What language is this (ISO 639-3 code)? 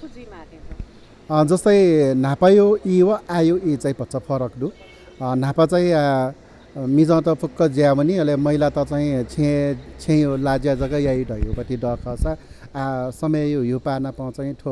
new